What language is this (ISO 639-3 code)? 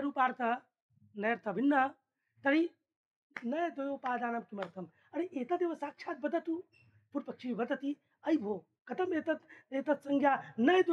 san